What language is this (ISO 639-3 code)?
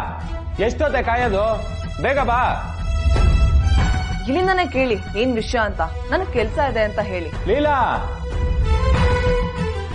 kan